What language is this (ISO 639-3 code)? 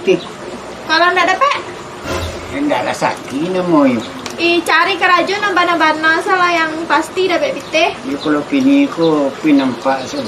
min